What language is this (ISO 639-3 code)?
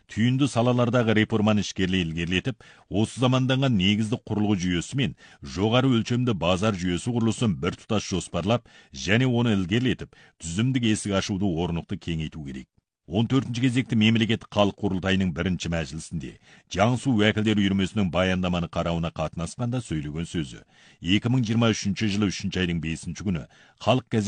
kaz